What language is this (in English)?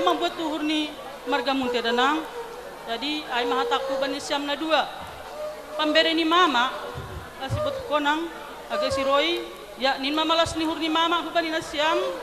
Batak Simalungun